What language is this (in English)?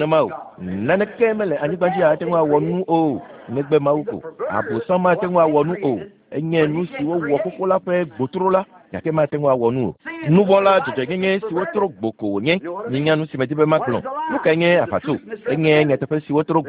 Ewe